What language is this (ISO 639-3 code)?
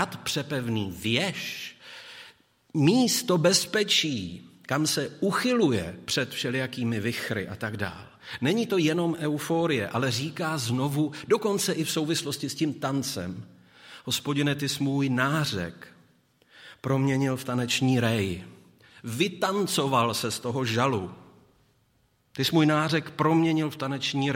ces